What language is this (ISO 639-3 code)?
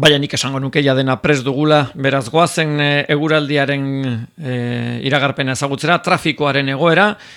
eus